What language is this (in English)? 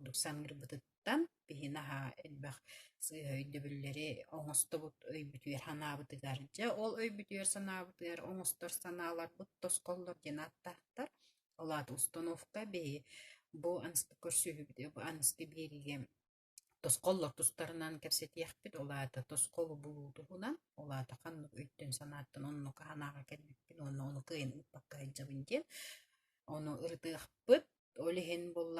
Yakut